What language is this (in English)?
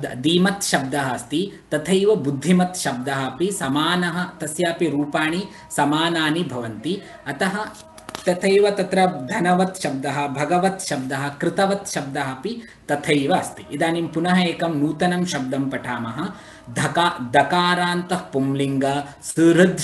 Sanskrit